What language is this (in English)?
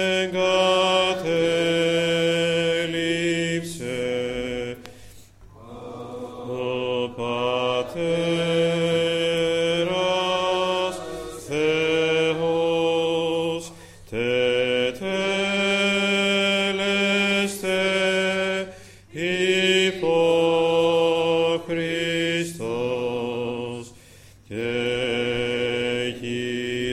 Greek